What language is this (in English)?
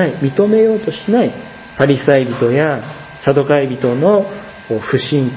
Japanese